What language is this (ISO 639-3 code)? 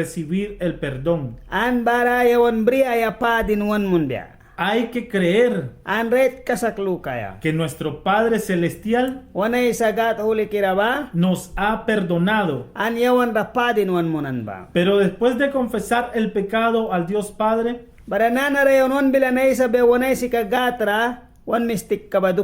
miq